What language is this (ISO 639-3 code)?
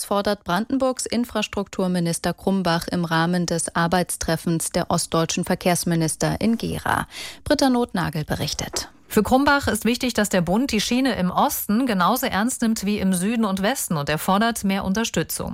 deu